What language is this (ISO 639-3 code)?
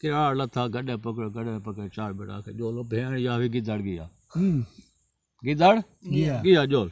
skr